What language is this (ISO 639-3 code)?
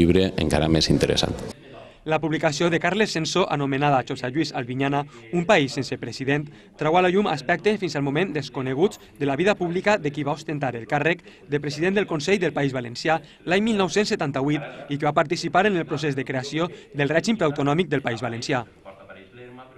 cat